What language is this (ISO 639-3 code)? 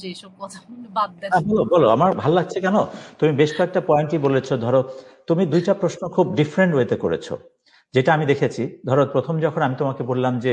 ben